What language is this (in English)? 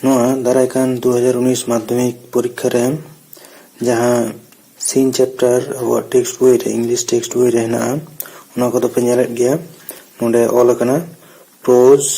Santali